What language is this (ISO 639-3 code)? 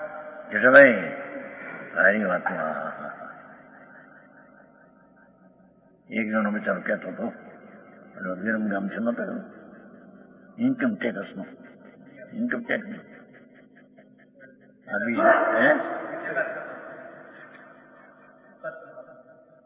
guj